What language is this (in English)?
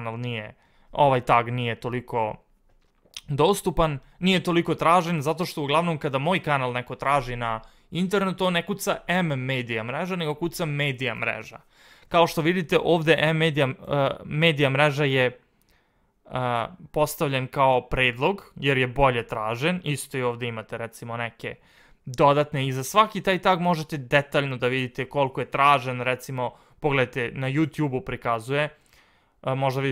Serbian